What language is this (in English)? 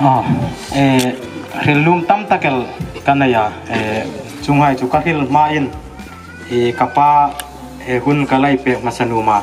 Hmar